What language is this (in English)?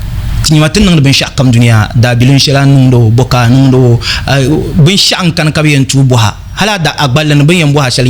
Dagbani